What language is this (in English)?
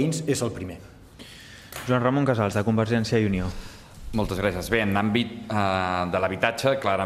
Catalan